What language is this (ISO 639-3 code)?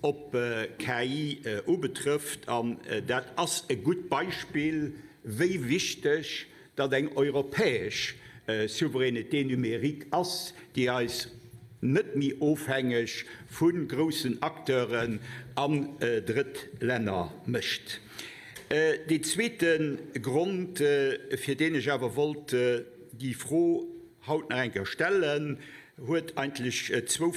ltz